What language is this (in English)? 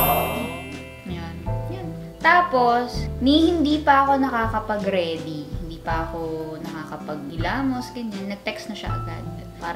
Filipino